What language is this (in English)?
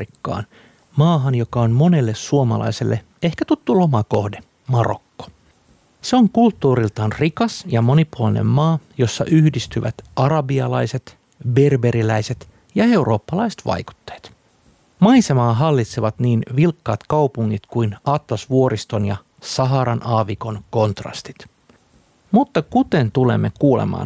Finnish